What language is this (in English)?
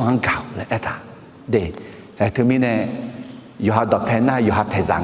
Akha